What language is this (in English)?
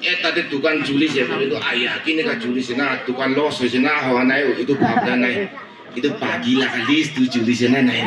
Naga Pidgin